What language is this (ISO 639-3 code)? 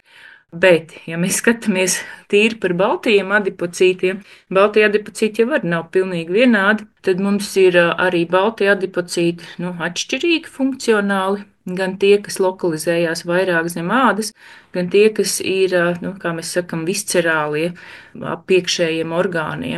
lav